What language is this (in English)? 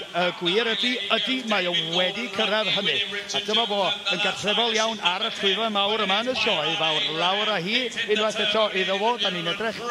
Welsh